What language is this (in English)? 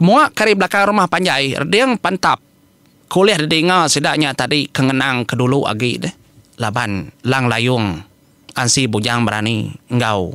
Iban